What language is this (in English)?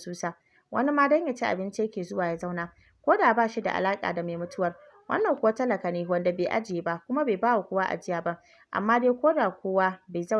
Hausa